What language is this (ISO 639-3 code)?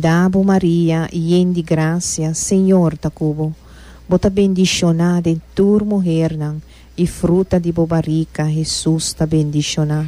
pap